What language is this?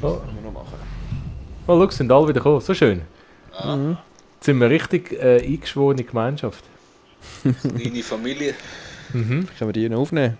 Swiss German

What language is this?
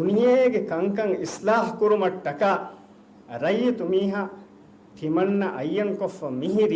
Divehi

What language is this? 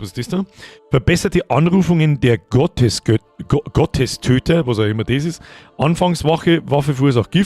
Bavarian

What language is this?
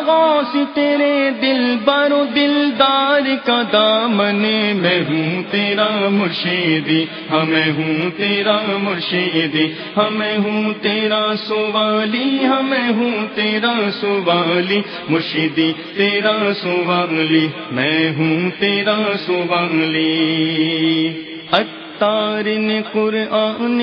Urdu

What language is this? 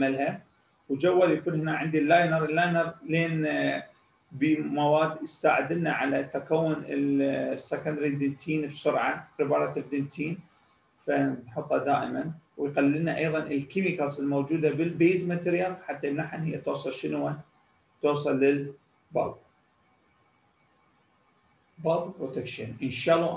Mesopotamian Arabic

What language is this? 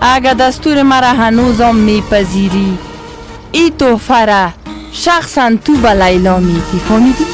Persian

